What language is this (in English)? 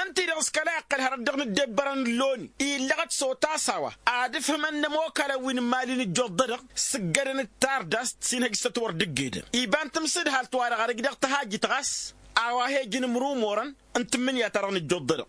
Tamasheq